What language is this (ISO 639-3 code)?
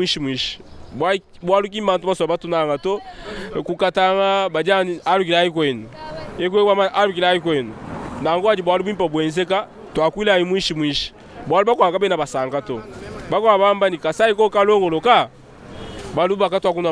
lua